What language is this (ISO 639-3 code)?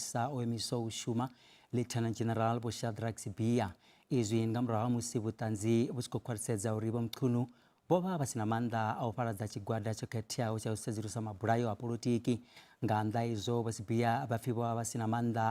ven